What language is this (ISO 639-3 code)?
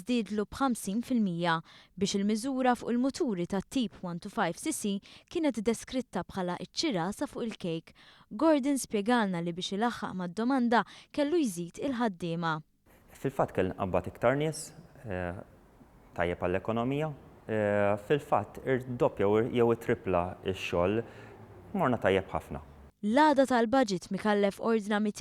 mlt